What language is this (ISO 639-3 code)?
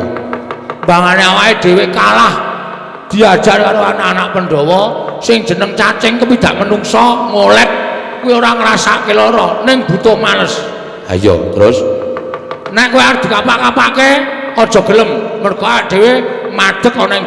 jav